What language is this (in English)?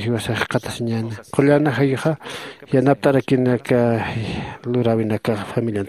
Aymara